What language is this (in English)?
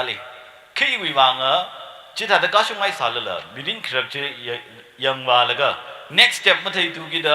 Tangkhul Naga (India)